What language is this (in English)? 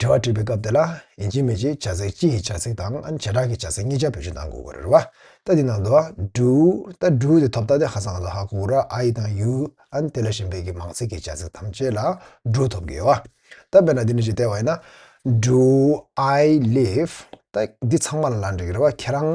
Tibetan